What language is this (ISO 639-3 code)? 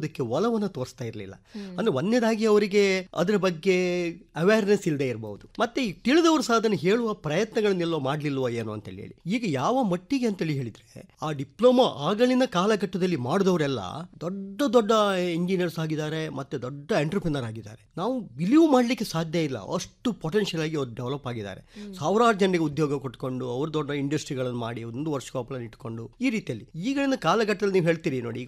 kan